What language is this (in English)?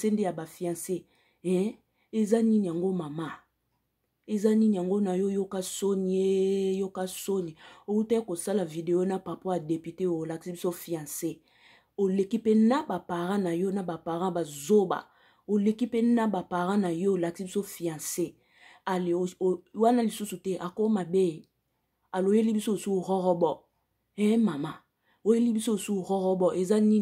Lingala